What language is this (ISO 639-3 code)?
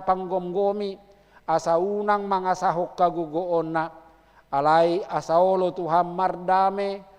bbc